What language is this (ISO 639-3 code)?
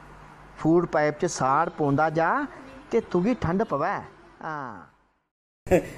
doi